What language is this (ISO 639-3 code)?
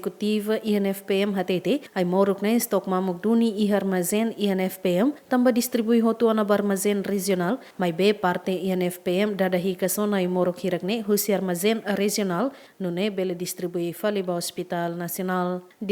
tet